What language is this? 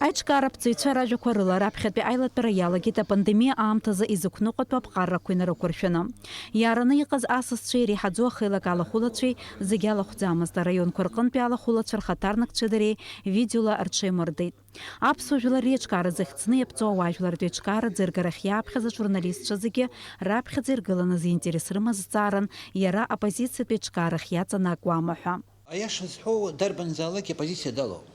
Abkhazian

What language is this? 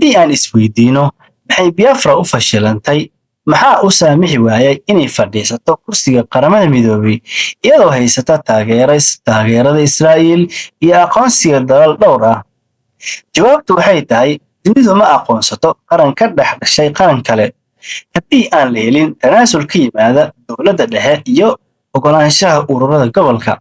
Somali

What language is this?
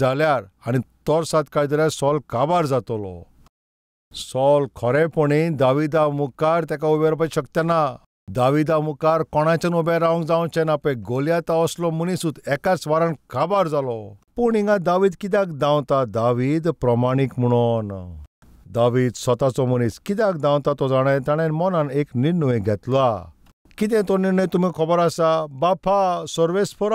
Konkani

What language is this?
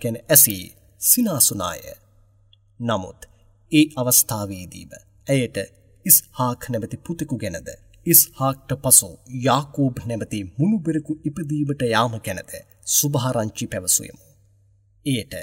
Sinhala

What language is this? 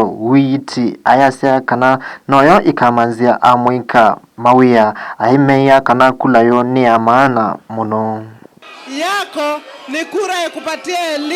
Kamba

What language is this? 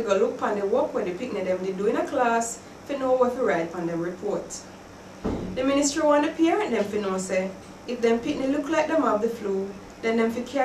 Jamaican Creole English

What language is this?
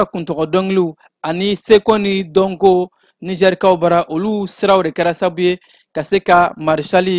Bambara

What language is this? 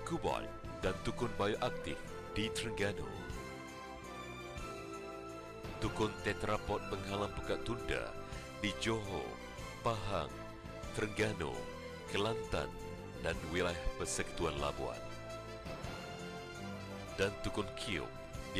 Malay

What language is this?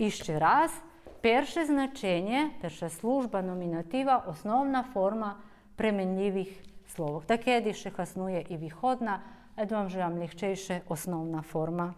Rusyn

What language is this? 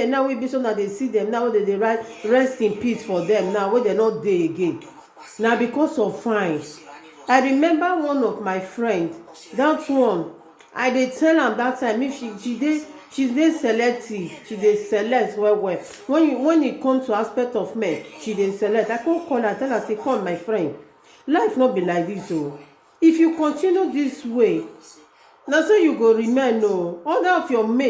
Nigerian Pidgin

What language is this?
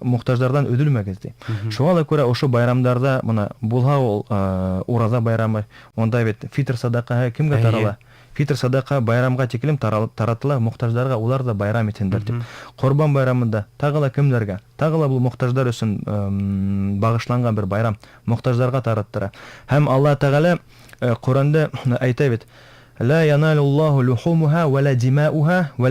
Bashkir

